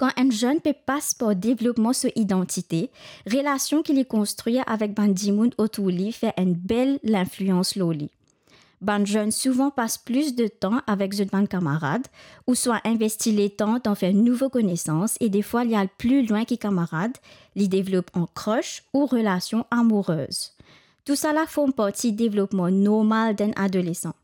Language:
Morisyen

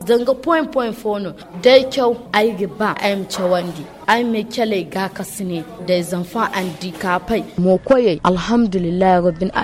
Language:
Zarma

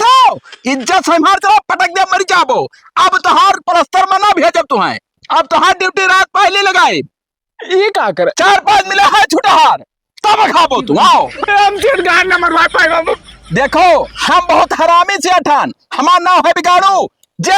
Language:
Awadhi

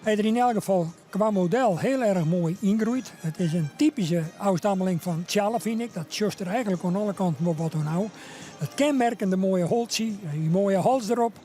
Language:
Western Frisian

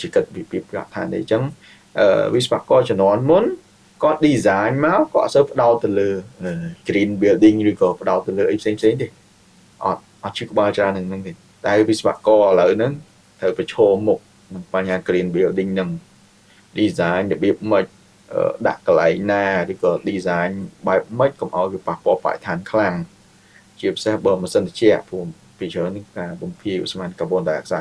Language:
Khmer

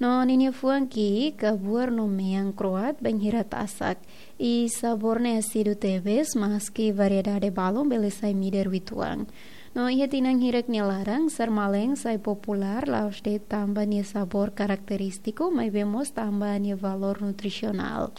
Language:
Tetum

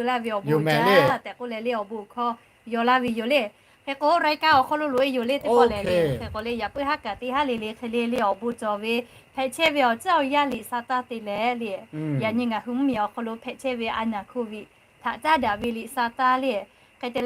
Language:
Lahu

